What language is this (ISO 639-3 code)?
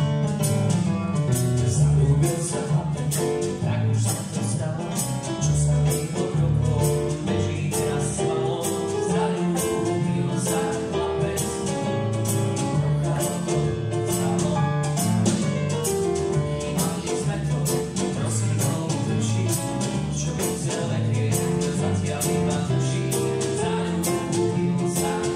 slk